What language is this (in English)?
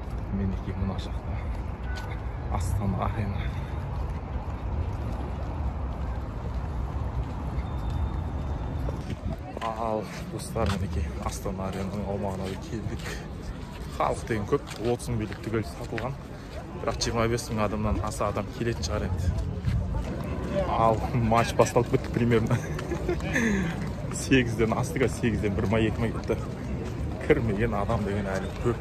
Kazakh